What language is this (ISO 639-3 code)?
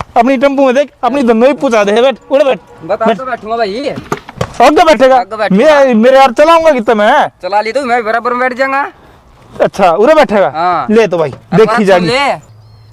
bgc